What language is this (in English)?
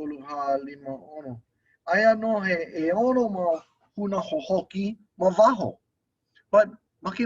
Hawaiian